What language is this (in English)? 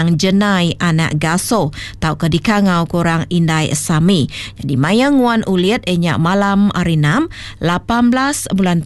Iban